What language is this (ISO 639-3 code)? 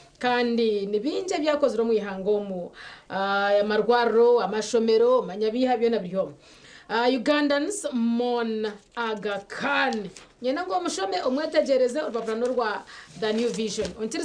nyn